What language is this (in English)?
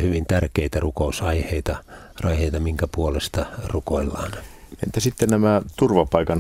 Finnish